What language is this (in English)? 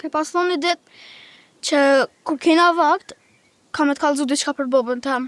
Albanian